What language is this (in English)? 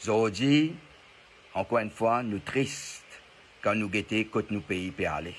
Morisyen